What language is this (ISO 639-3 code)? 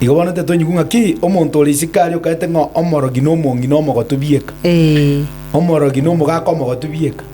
guz